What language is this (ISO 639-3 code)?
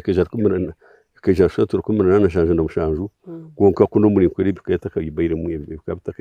nyn